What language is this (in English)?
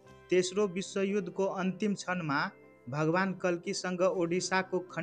Nepali